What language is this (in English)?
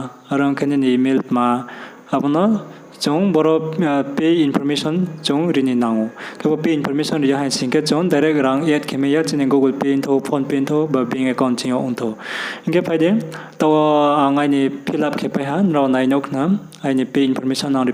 Riang (India)